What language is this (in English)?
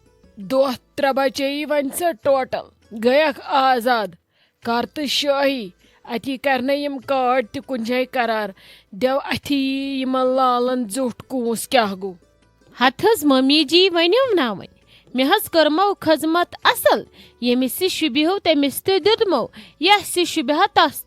Kashmiri